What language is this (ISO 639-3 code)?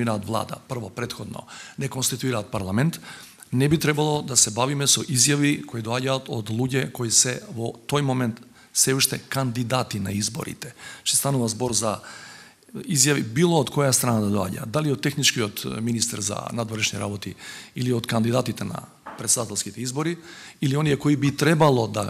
mkd